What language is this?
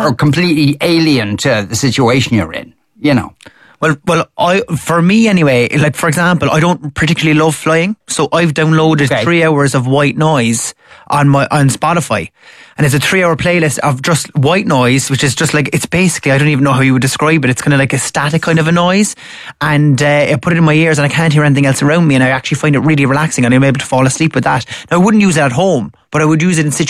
English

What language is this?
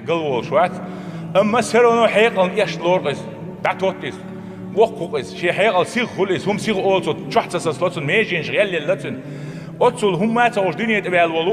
Chechen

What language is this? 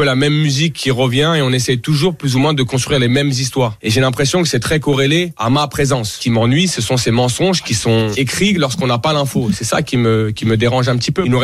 French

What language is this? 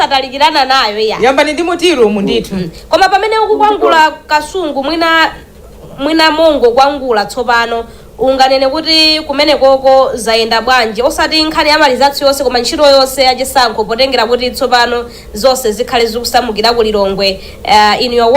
Nyanja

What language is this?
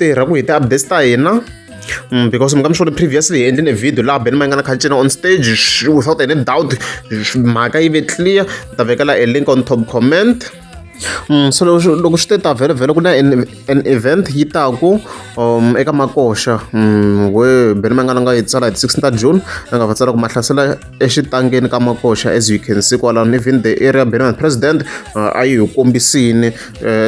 Tsonga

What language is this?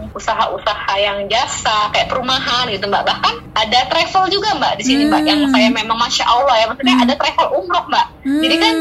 Indonesian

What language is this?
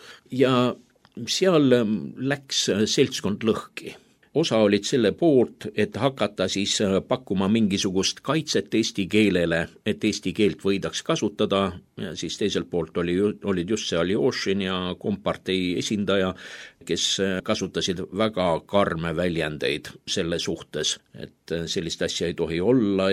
Estonian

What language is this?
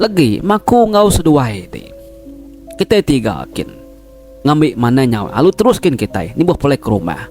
Iban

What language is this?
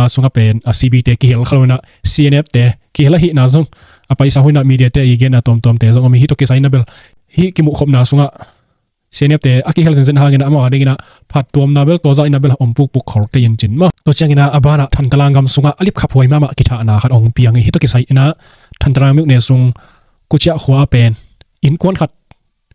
Tedim Chin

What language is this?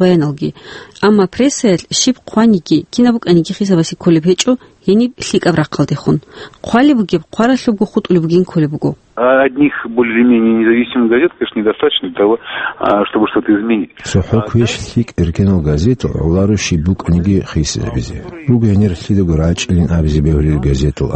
Avaric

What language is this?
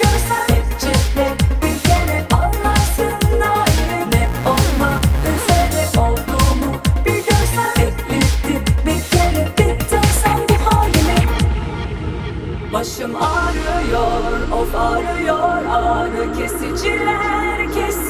Turkish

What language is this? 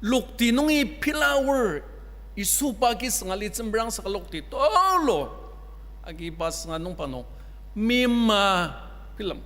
Ao Naga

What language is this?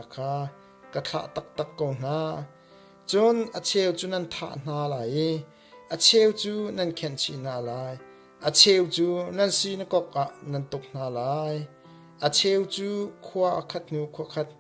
Hakha Chin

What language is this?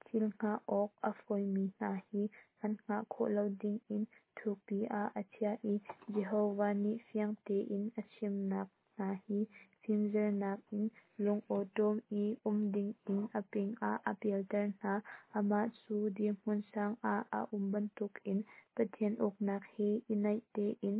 Hakha Chin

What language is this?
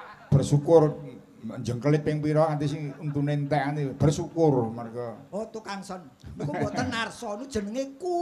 Javanese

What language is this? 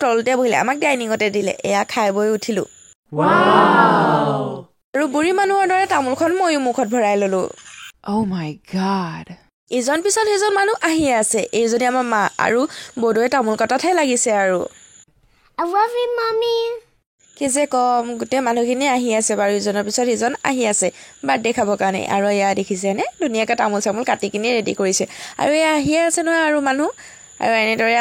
Assamese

